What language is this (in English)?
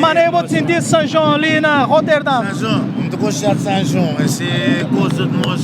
Kabuverdianu